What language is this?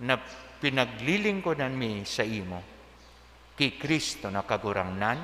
Bikol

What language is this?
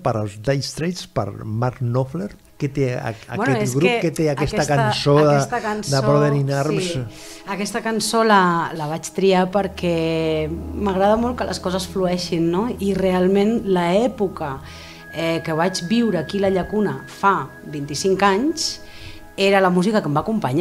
Catalan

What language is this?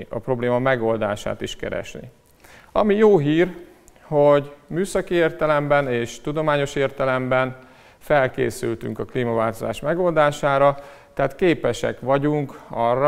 Hungarian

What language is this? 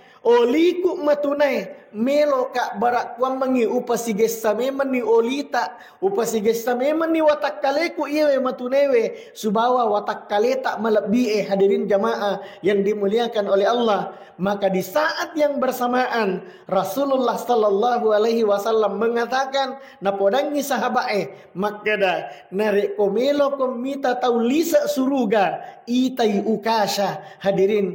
Buginese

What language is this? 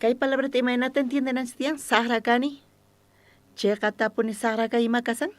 South Bolivian Quechua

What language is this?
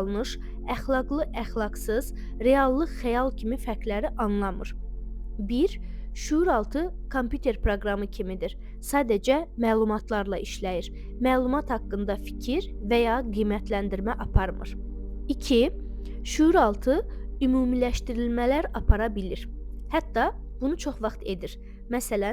Azerbaijani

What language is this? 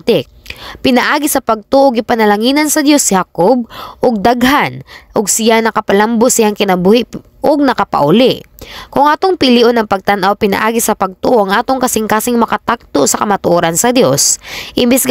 Cebuano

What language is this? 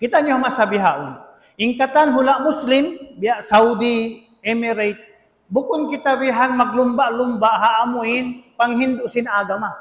Tausug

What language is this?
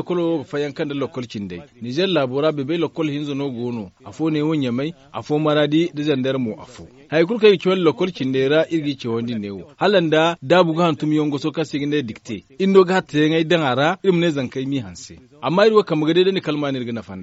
Zarma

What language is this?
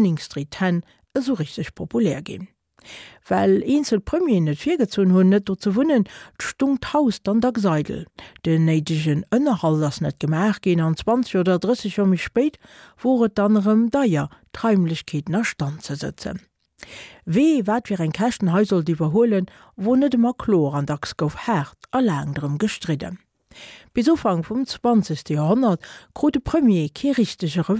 Luxembourgish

